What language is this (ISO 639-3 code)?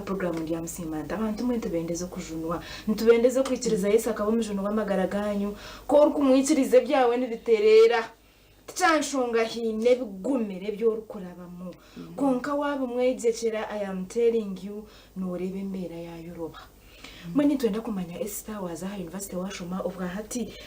nyn